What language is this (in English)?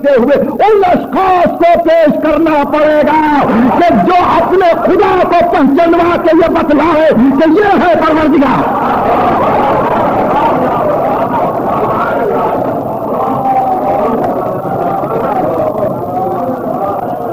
Urdu